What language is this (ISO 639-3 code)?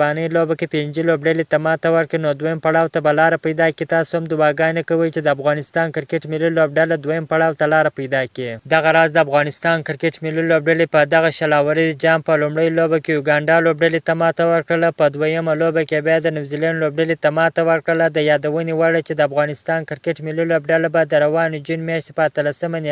pus